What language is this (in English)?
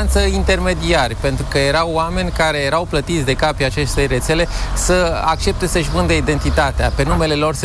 Romanian